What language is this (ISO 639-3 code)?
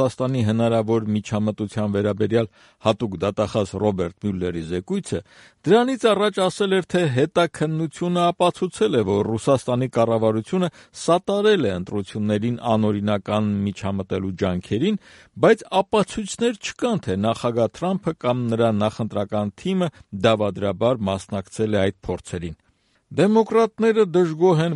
hye